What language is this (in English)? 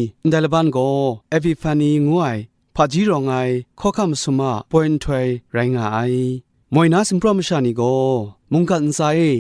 Kachin